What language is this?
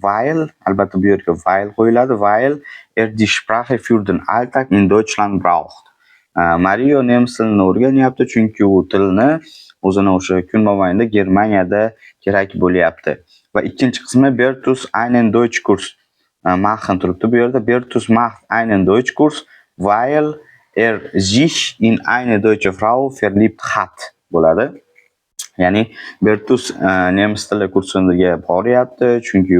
Uzbek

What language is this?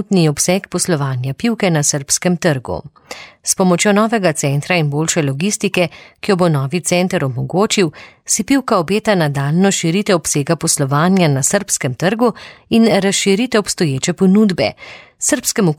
Slovenian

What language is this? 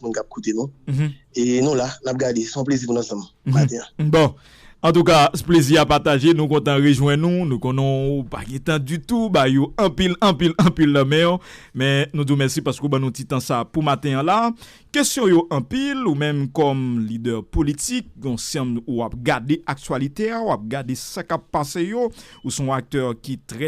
Haitian Creole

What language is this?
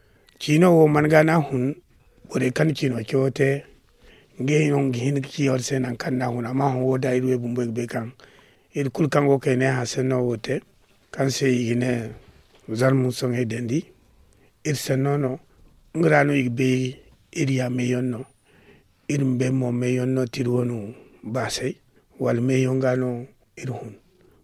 Zarma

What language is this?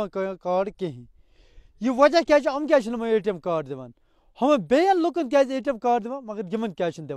Kashmiri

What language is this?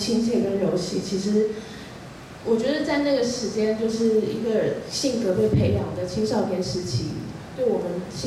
Chinese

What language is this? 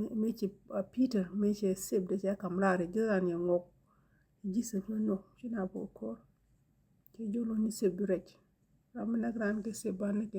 Nuer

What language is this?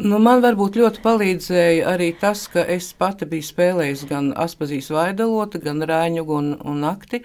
Latvian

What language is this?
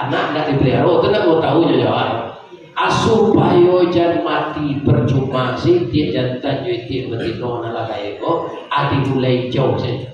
Minangkabau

